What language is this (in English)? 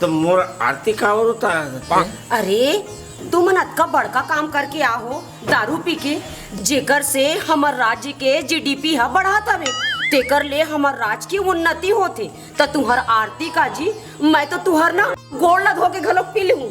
Chhattisgarhi